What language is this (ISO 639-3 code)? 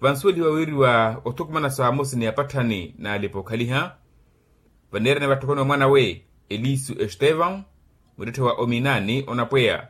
vmw